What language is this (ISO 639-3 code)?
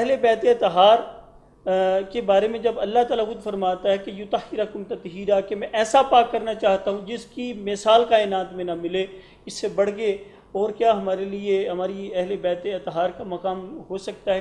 urd